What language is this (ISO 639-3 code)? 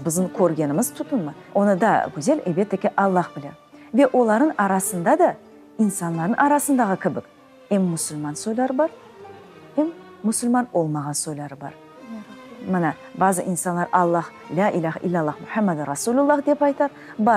crh